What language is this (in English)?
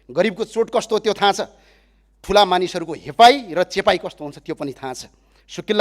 Nepali